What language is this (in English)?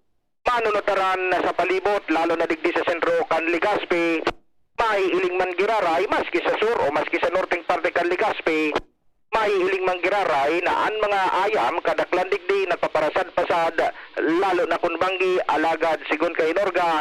Bikol